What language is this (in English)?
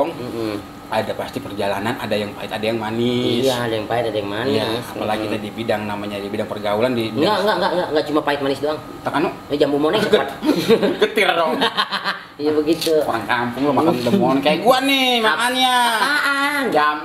Betawi